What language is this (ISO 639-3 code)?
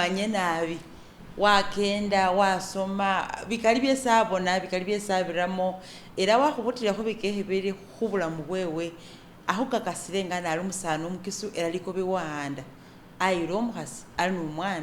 myx